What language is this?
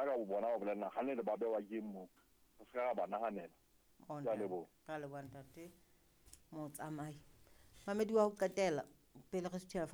Southern Sotho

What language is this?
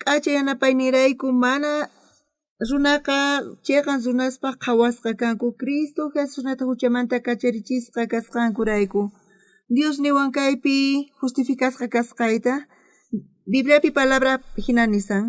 South Bolivian Quechua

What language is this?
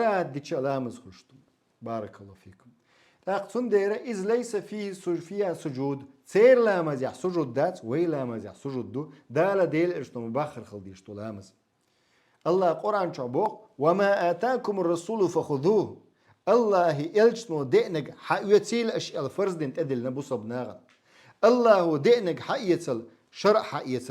Chechen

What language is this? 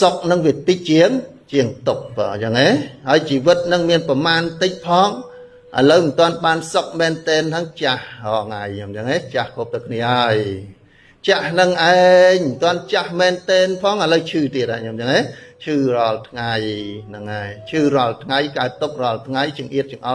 Khmer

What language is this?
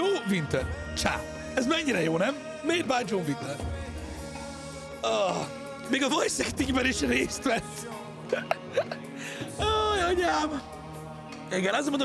Hungarian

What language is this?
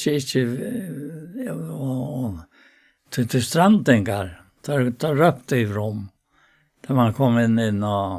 Faroese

